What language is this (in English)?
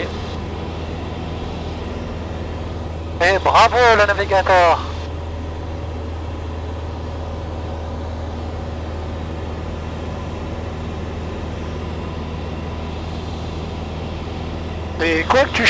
French